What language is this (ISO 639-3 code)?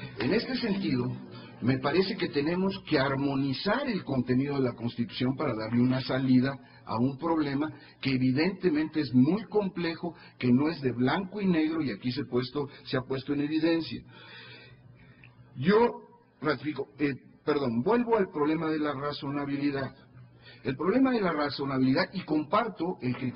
spa